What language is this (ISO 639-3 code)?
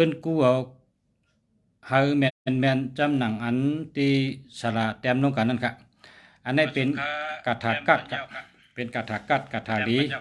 shn